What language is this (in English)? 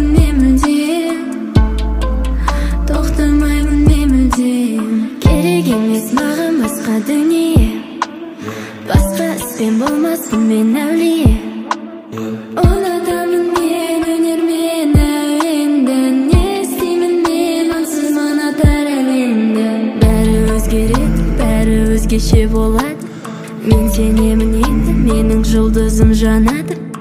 Kazakh